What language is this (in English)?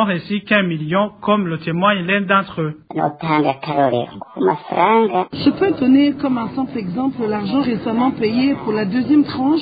French